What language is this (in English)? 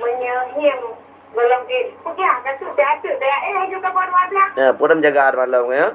Achinese